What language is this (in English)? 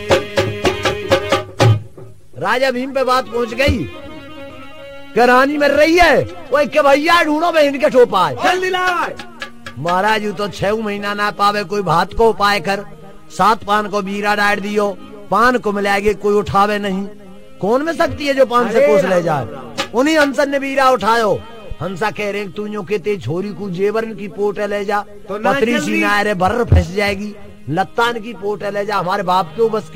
Haryanvi